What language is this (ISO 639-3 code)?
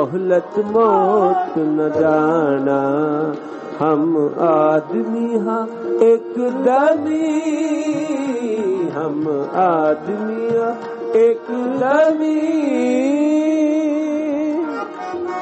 pan